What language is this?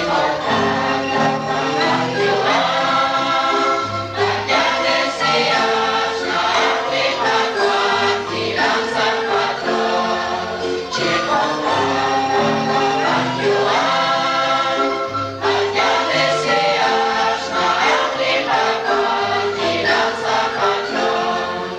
Kekchí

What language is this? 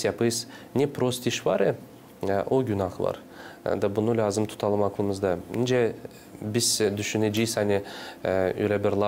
Gagauz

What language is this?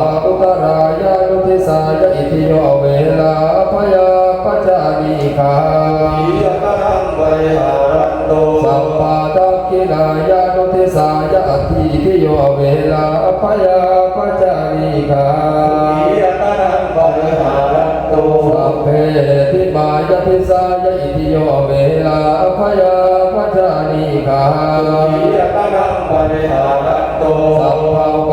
Pali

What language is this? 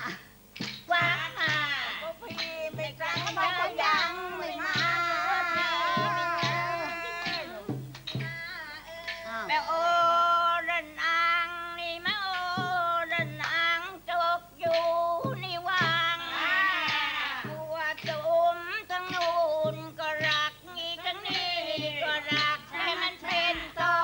Thai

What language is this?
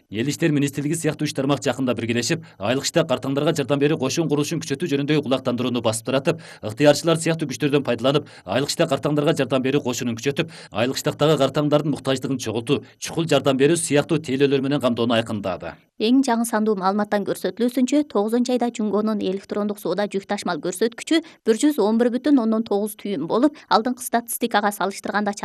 Kyrgyz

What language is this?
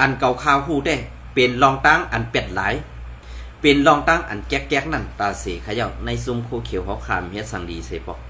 Shan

